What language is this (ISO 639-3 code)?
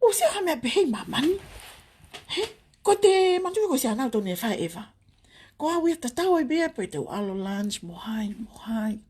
ton